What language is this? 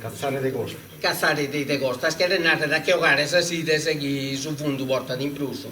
Sardinian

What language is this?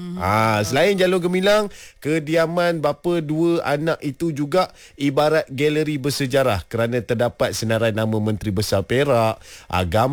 Malay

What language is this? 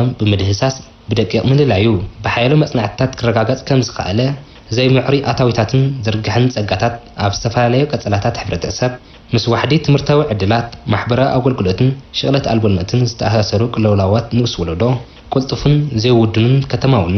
Tigrinya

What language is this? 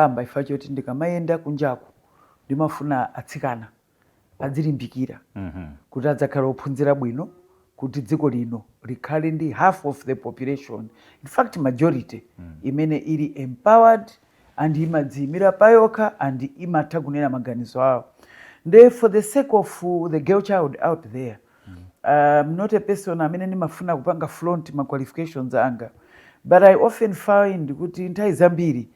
Nyanja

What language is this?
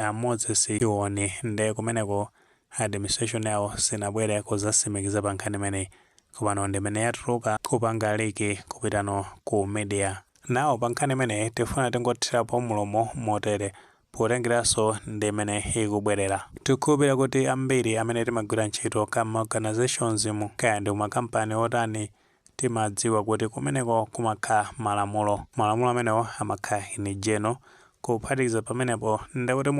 Nyanja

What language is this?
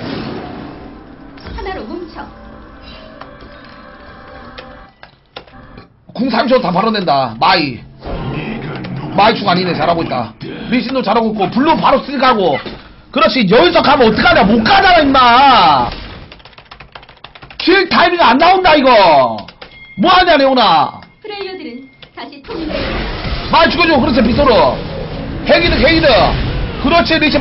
Korean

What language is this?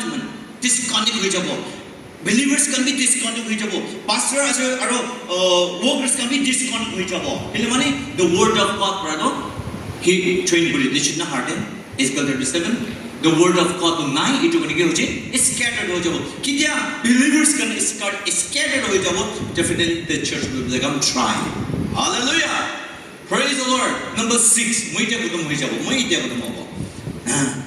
Naga Pidgin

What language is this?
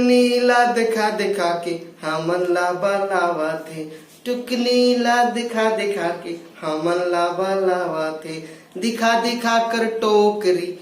Chhattisgarhi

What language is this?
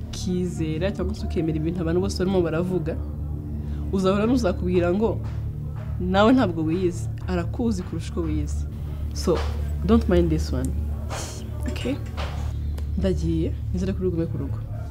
Kinyarwanda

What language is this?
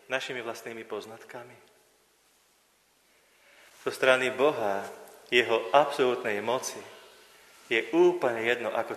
Slovak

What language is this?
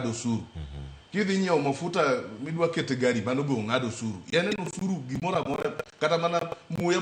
Luo (Kenya and Tanzania)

